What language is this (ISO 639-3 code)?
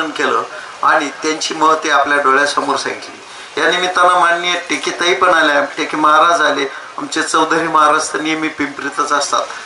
mar